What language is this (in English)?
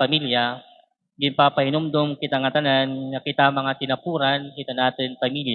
Waray